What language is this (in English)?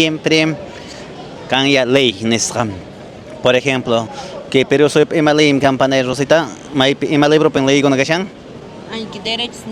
Quechua